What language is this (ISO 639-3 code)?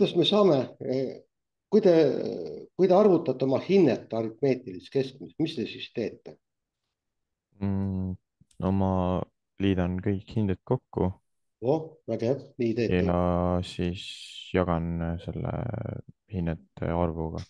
est